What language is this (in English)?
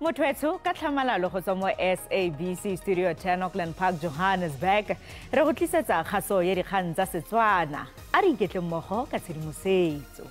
Tswana